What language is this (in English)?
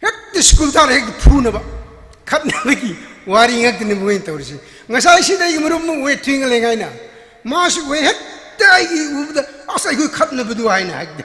Tangkhul Naga (India)